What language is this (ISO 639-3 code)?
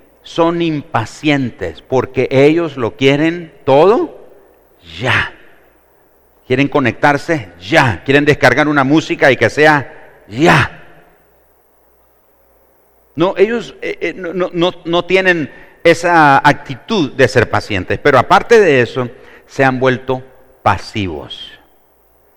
spa